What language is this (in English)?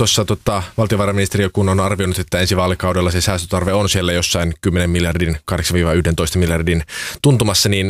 Finnish